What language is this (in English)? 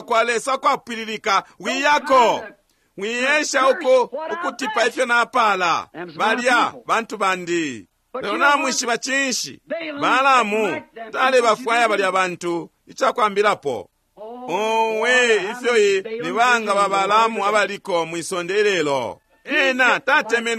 Bemba